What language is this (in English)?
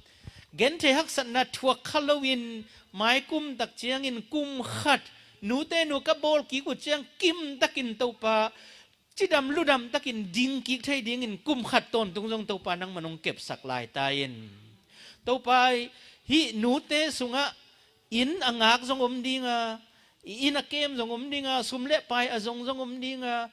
Tedim Chin